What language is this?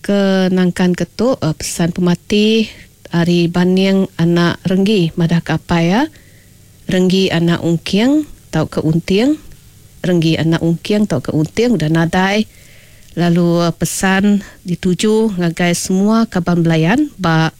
Iban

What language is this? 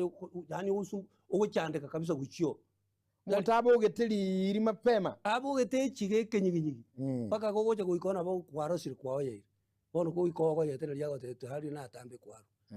Gusii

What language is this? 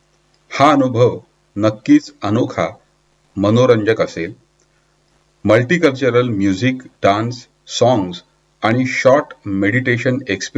Marathi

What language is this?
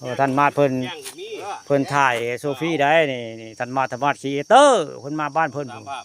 Northeastern Thai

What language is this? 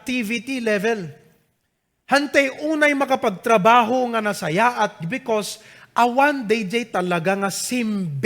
Iloko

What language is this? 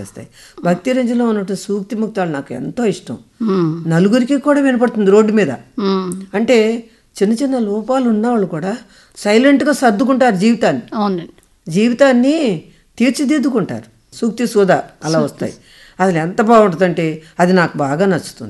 Telugu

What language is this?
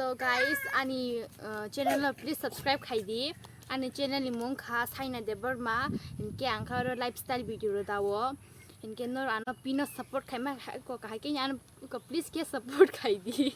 Kok Borok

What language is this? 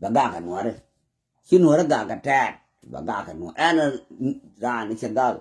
Nuer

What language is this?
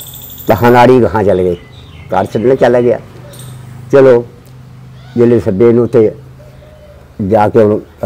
Punjabi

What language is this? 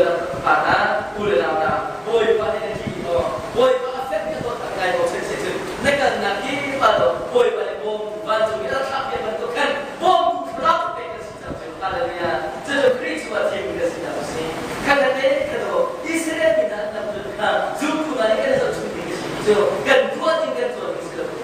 Hakha Chin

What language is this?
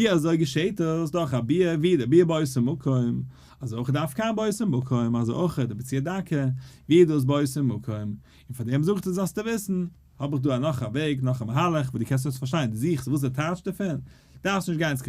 Yiddish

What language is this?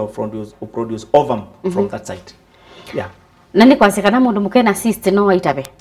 Kamba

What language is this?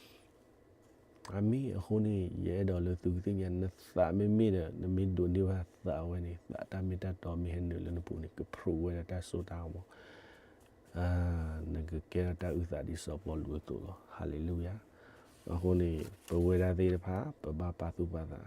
S'gaw Karen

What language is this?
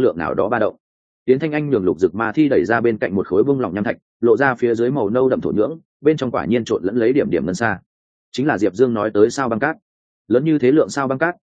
Vietnamese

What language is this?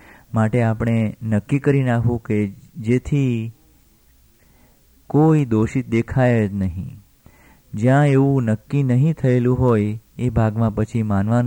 Gujarati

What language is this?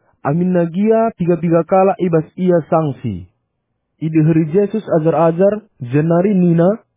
Batak Karo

